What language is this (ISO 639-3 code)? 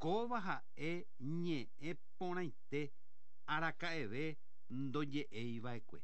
grn